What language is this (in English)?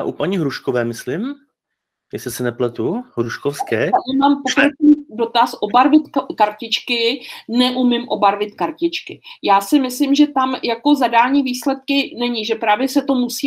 Czech